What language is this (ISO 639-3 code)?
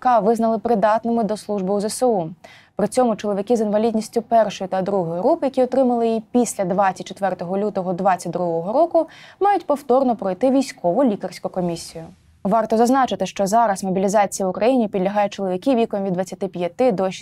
ukr